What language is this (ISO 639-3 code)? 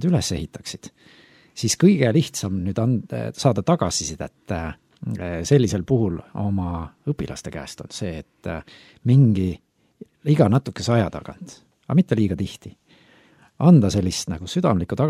est